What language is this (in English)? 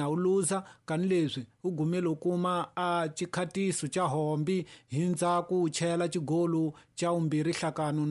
Tsonga